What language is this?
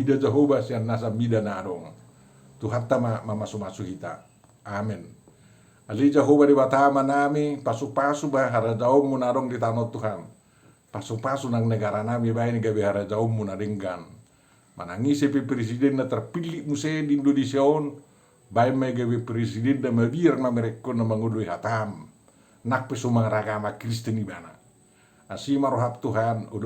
Batak Toba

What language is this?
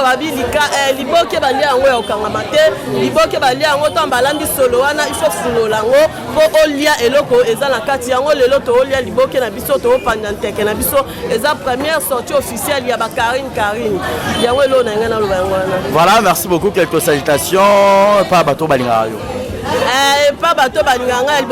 Lingala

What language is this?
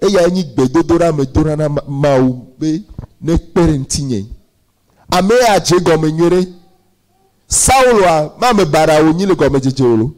Ewe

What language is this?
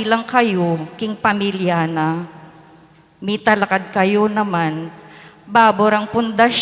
Pampanga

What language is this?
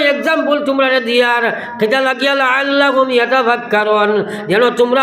Sylheti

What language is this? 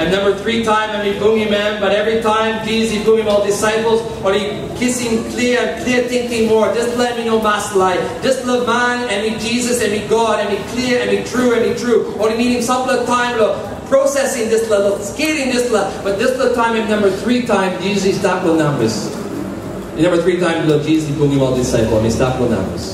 Tok Pisin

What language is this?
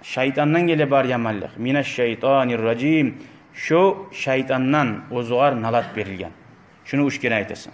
Kumyk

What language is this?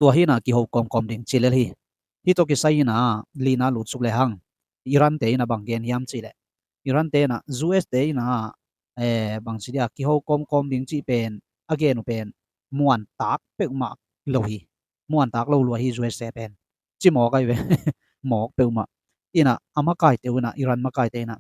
Tedim Chin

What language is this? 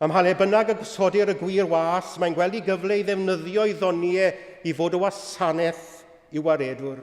Welsh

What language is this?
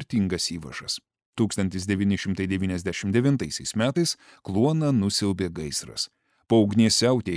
Lithuanian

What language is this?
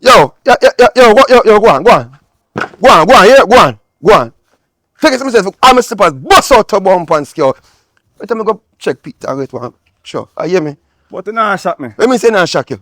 Jamaican Creole English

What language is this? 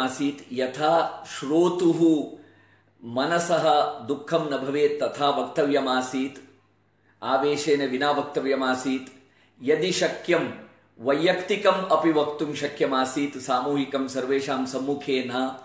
Sanskrit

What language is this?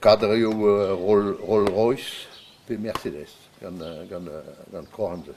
Breton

